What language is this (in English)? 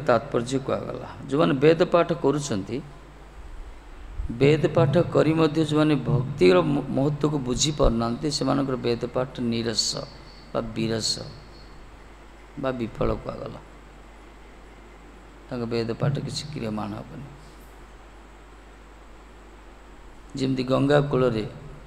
Odia